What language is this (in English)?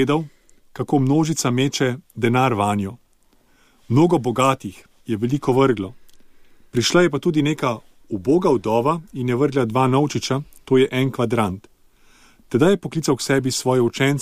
Slovenian